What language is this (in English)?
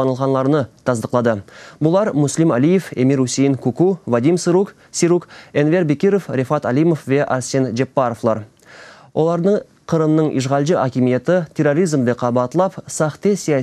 Crimean Tatar